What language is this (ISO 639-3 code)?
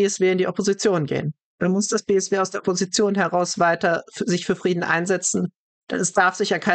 deu